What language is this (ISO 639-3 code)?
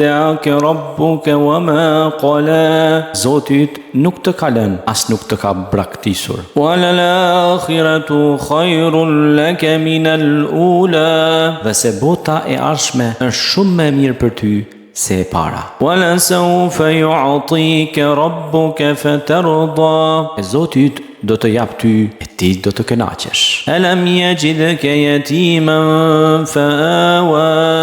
sqi